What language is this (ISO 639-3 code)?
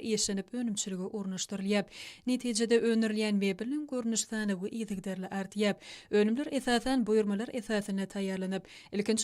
tuk